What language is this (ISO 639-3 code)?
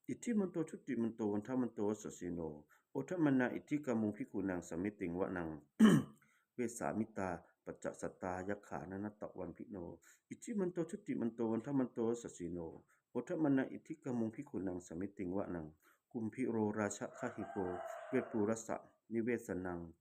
pli